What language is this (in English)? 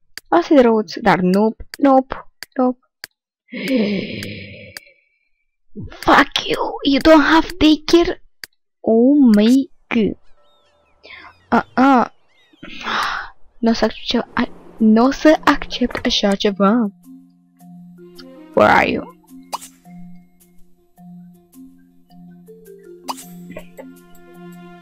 Romanian